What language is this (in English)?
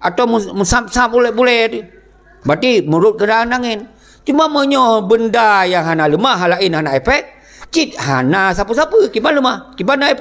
Achinese